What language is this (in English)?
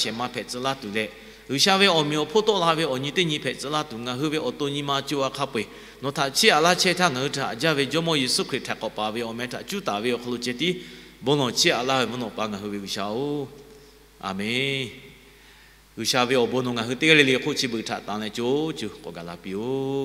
Lahu